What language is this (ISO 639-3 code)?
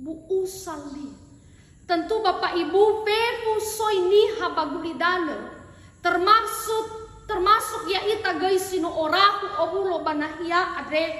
nia